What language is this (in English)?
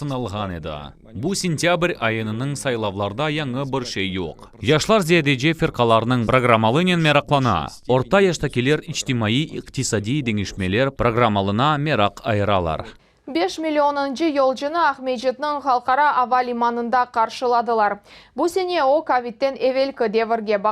Crimean Tatar